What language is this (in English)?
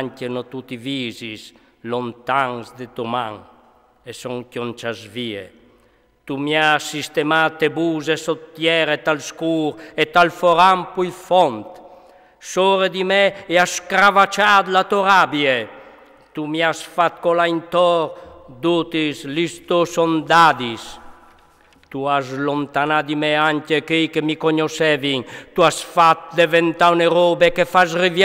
Friulian